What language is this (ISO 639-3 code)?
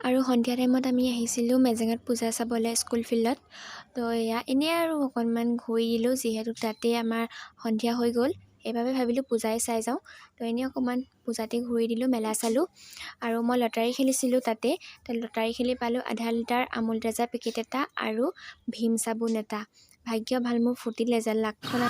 asm